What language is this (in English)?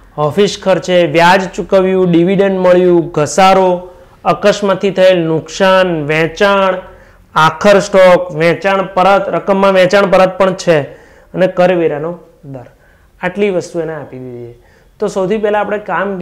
Gujarati